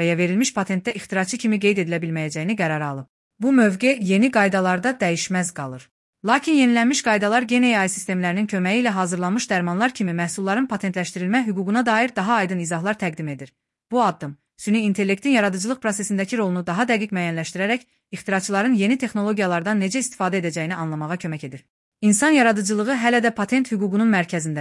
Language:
Azerbaijani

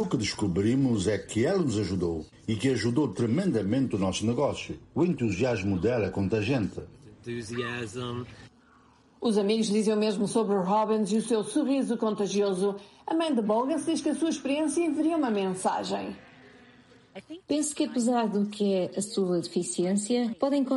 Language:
Portuguese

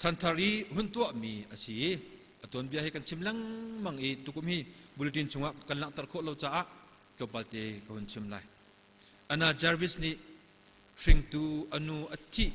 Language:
Hakha Chin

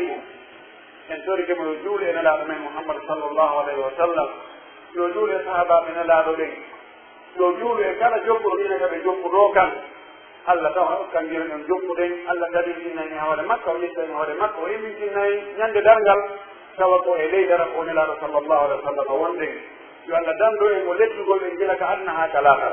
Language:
Pular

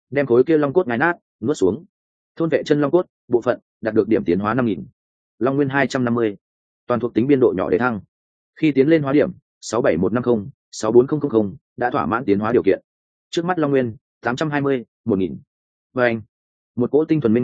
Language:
Vietnamese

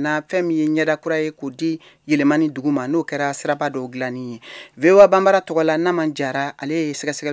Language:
Bambara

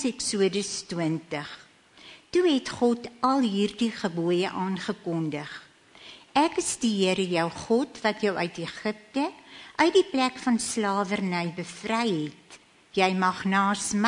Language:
Afrikaans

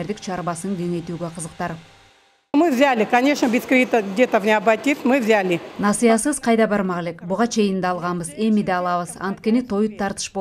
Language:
Kyrgyz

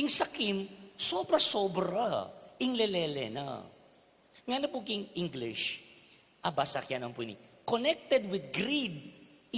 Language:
Pampanga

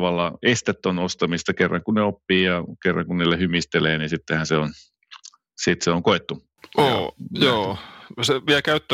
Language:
Finnish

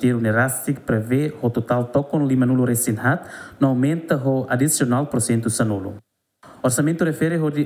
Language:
Tetum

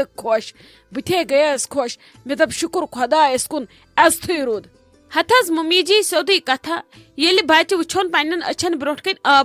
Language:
Kashmiri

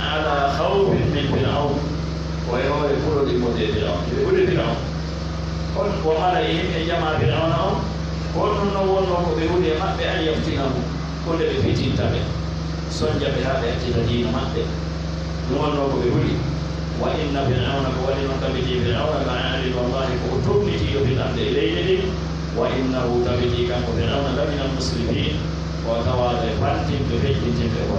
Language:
Pular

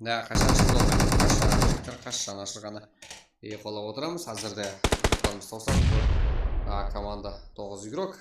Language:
Kara-Kalpak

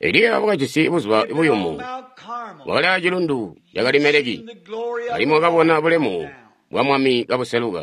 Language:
Tonga (Zambia)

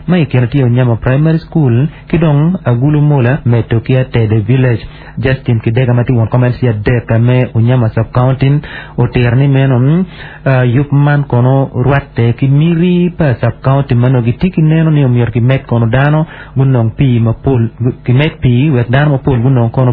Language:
Acoli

